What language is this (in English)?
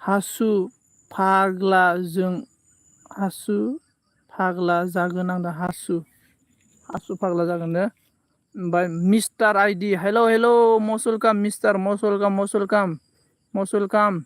Bodo